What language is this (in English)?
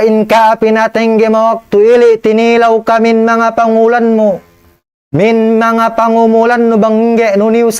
Tausug